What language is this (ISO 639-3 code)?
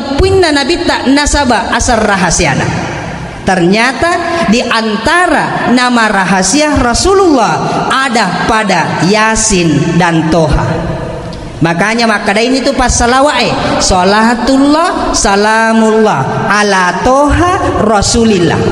bug